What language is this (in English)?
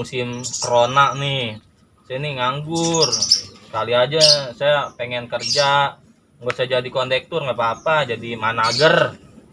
Betawi